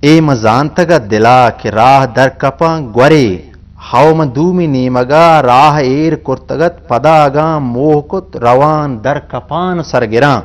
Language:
Eastern Balochi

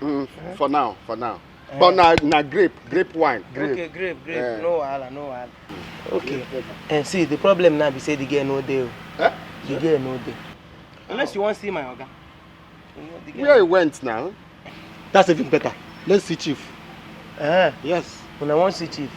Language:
Nigerian Pidgin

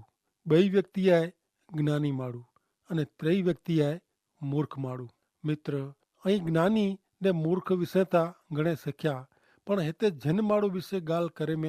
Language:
Kachhi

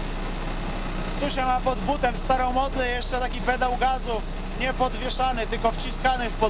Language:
Polish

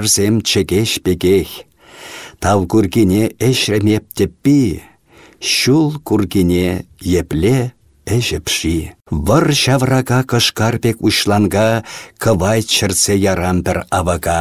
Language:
Chuvash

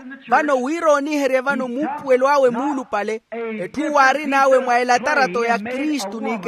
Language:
Makhuwa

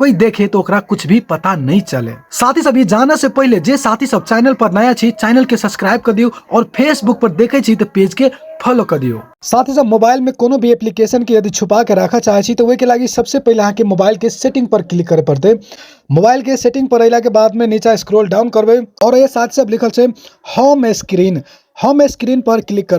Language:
Maithili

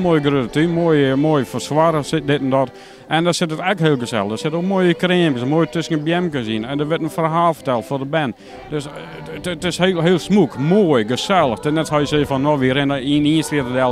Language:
Western Frisian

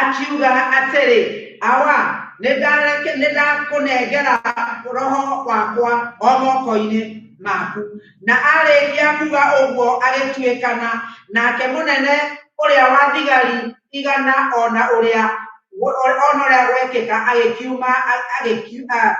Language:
Kikuyu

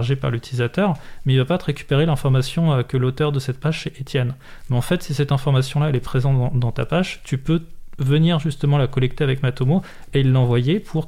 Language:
French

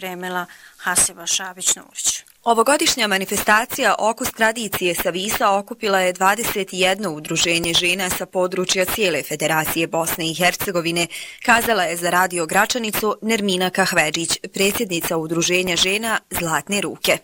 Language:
Bosnian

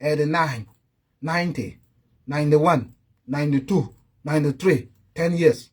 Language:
Nuer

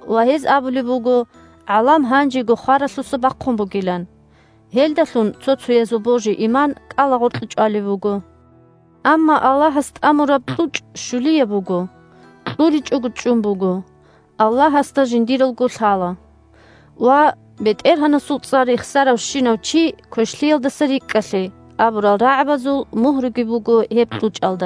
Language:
Avaric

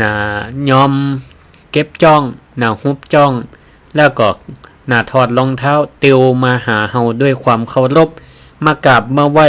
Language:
Northern Thai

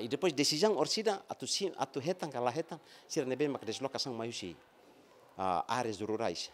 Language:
Tetum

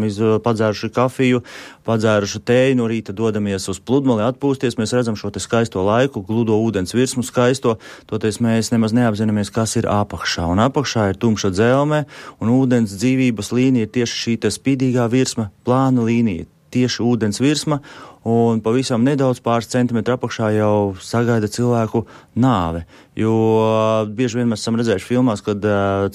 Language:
Latvian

